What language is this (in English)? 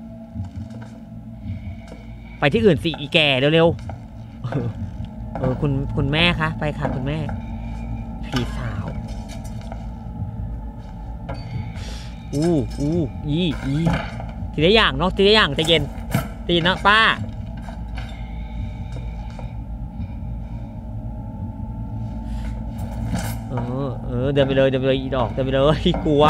Thai